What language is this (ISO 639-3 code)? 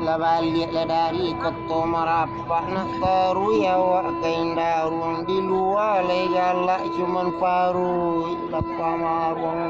min